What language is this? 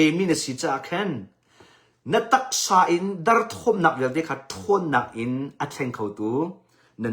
Hakha Chin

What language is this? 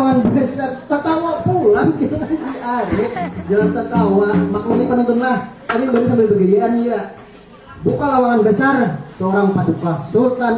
Banjar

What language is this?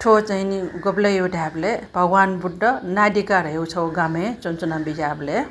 Newari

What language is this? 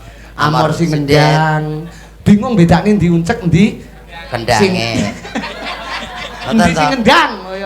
Javanese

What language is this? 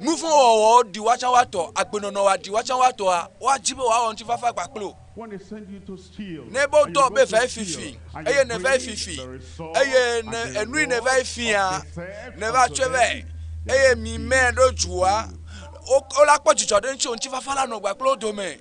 Ewe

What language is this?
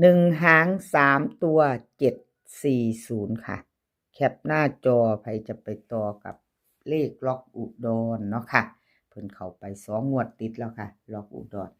Northeastern Thai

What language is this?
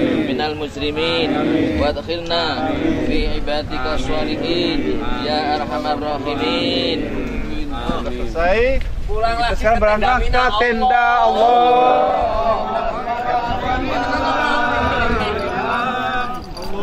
Indonesian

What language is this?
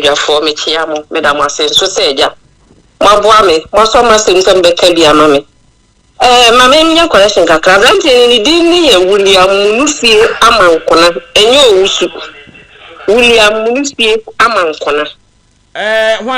Akan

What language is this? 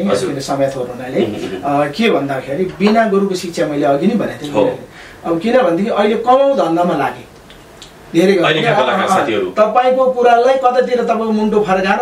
Nepali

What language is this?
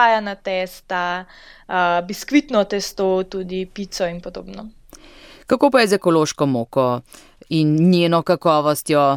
Slovenian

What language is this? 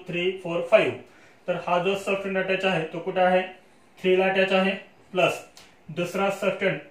Marathi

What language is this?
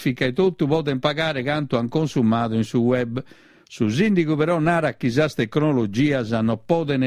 Sardinian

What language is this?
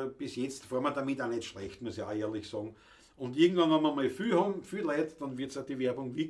Bavarian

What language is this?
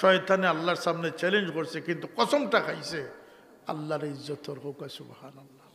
Sylheti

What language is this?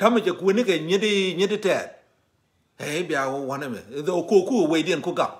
Nuer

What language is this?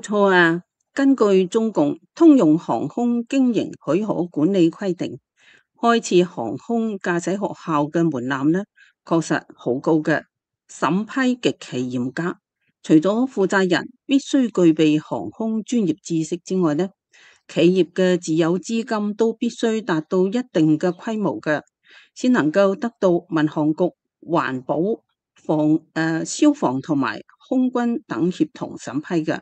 Cantonese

